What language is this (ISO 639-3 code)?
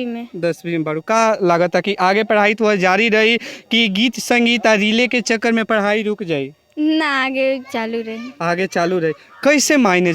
bho